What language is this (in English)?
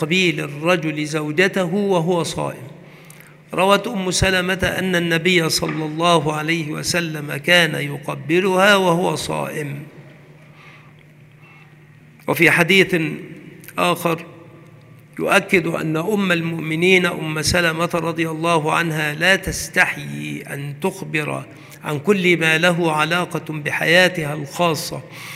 Arabic